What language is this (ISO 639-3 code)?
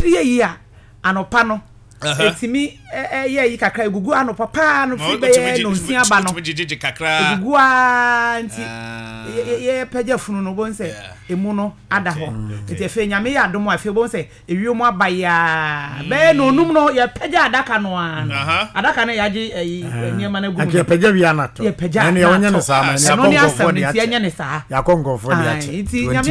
aka